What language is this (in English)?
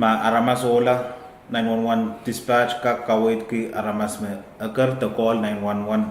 Pohnpeian